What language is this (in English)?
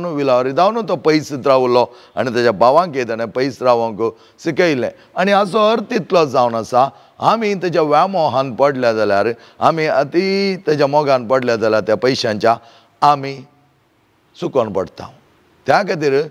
Konkani